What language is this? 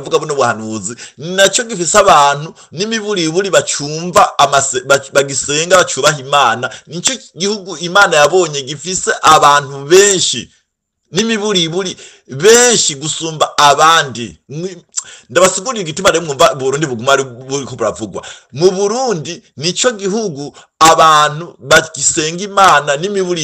Rundi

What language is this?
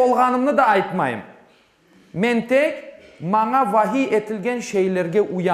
Crimean Tatar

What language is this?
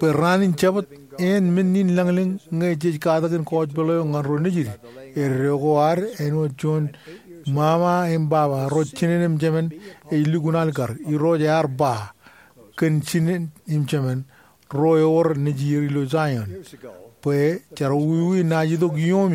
Marshallese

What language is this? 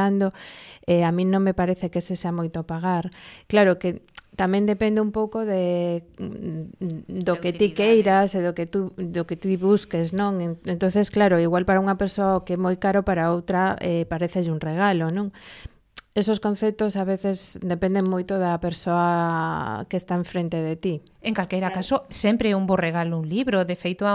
Galician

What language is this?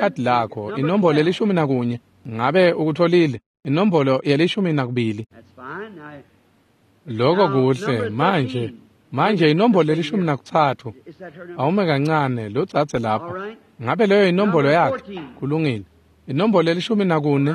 Swati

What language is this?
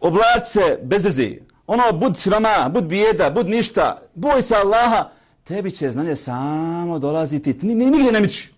Bosnian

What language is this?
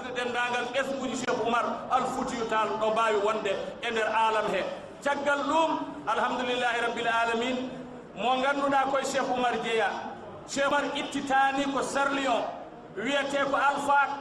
Fula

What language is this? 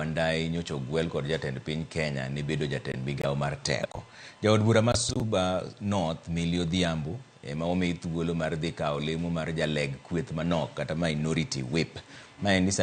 Luo (Kenya and Tanzania)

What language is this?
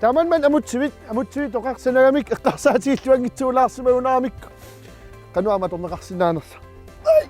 Kalaallisut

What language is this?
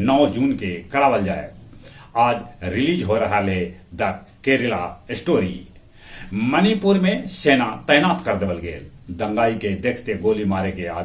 Magahi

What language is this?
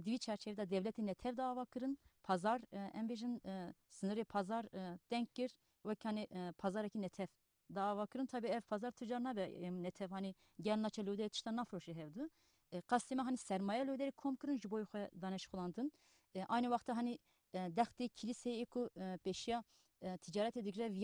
Kurdish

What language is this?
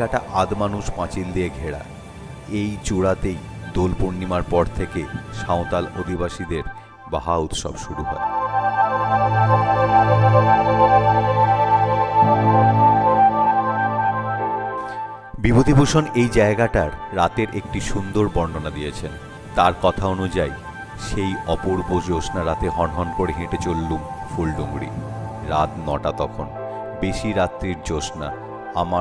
Bangla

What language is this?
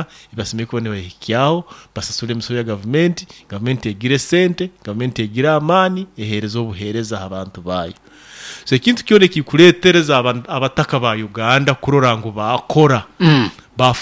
Nyoro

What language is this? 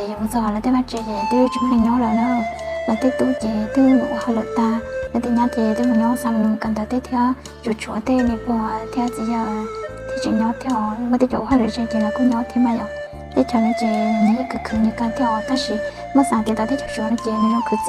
Hmong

